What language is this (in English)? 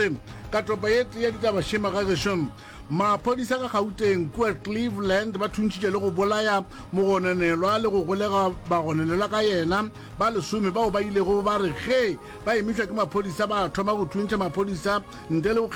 Northern Sotho